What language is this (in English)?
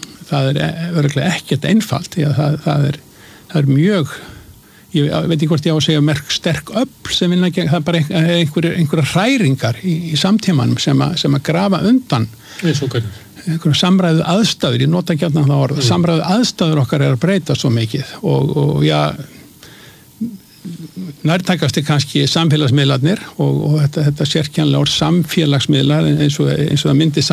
Icelandic